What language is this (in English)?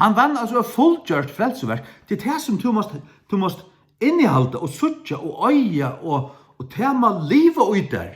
Faroese